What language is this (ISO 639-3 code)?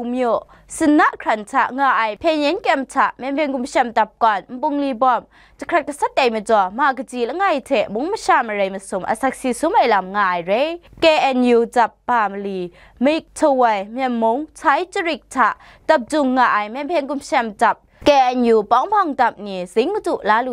kac